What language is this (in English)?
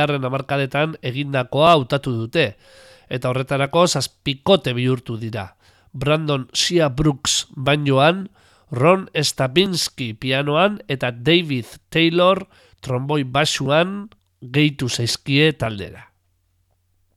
Basque